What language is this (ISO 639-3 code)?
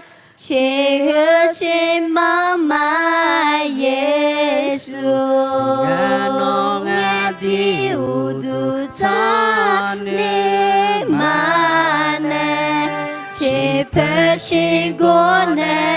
ahk